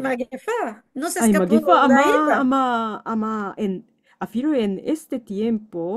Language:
Ladino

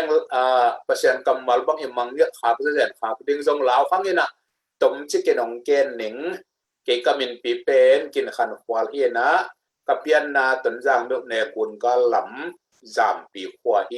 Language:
Tedim Chin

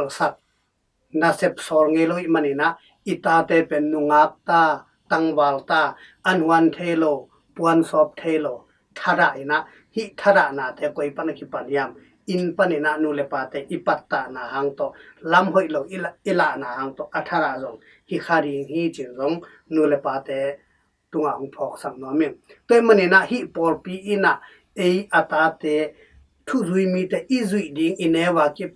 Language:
Tedim Chin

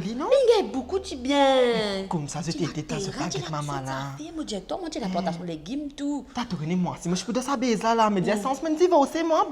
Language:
Morisyen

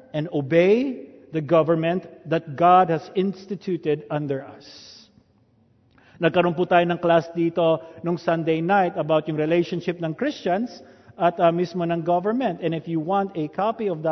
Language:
Filipino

